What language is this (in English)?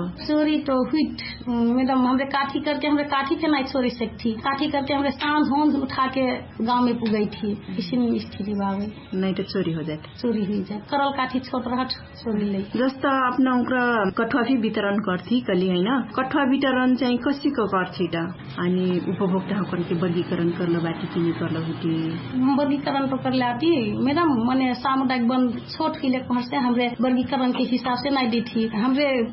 Dangaura Tharu